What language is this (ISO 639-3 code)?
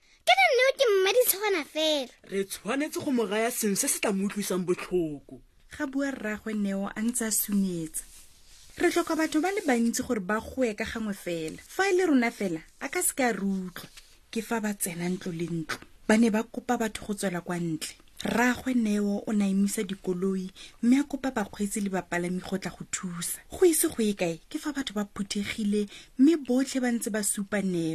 tsn